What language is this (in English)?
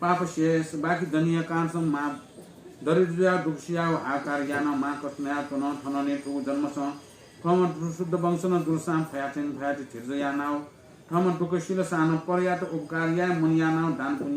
Newari